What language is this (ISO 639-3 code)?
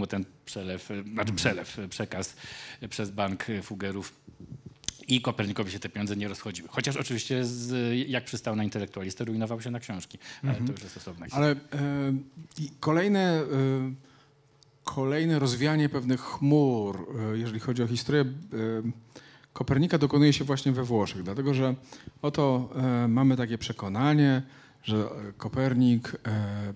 pol